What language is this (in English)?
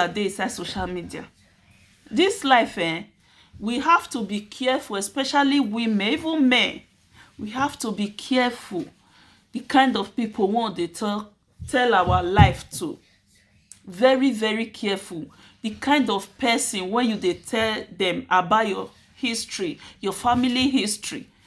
Nigerian Pidgin